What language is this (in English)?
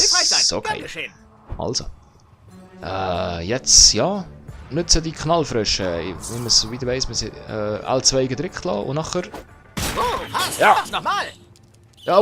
Swiss German